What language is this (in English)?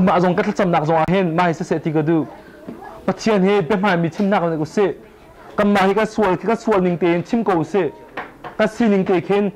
Hakha Chin